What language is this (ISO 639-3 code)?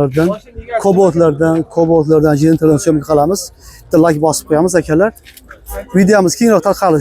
uzb